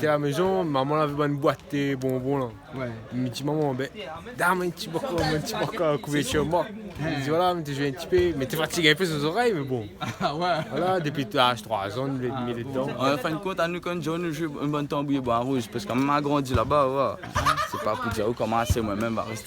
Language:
Réunion Creole French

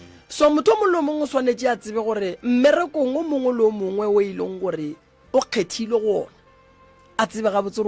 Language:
Northern Sotho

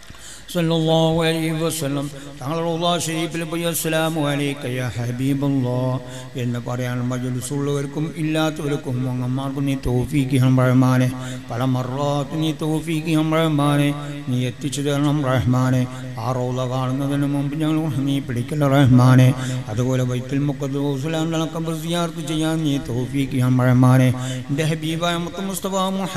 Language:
Malayalam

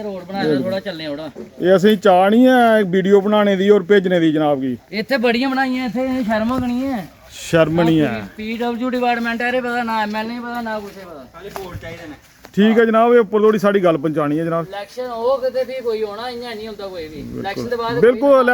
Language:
Dogri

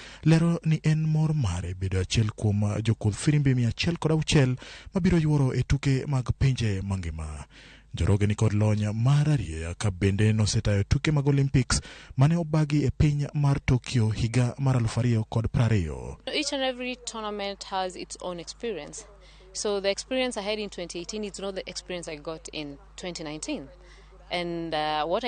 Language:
Luo (Kenya and Tanzania)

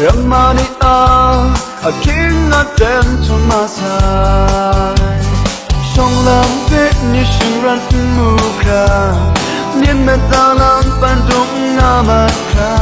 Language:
Kachin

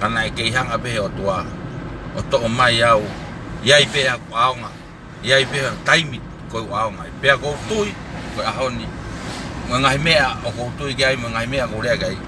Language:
Tongan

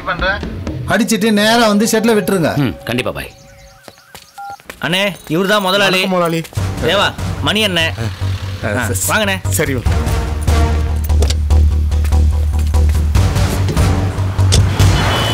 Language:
Tamil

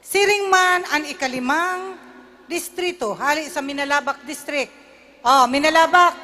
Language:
Bikol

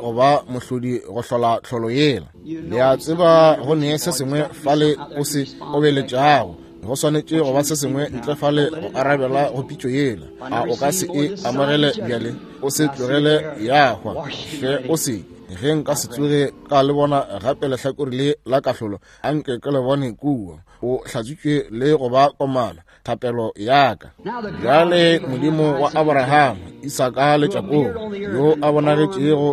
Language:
Northern Sotho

